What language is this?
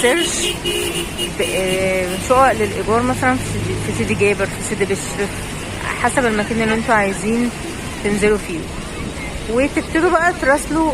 Egyptian Arabic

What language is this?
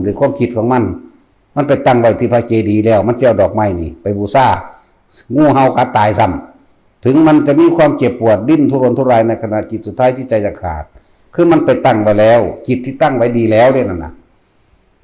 Northeastern Thai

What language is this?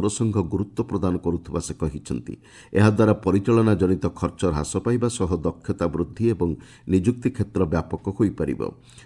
Odia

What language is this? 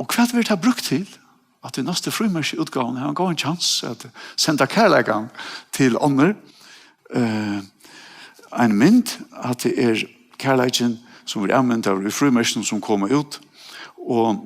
Faroese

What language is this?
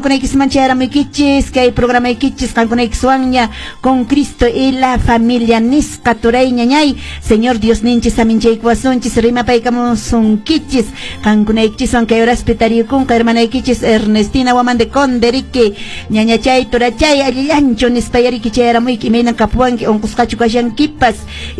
Quechua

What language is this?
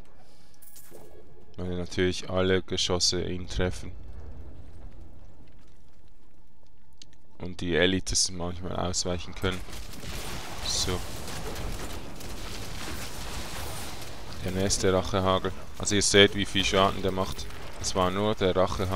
German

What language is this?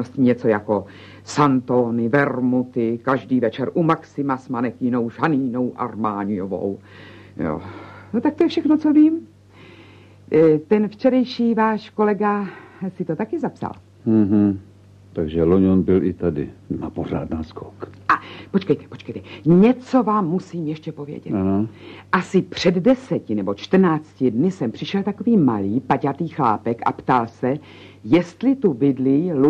Czech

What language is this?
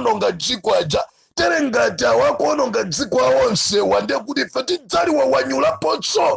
Nyanja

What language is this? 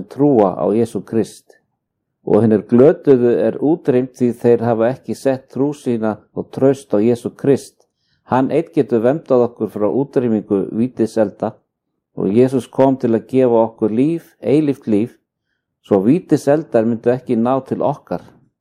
Icelandic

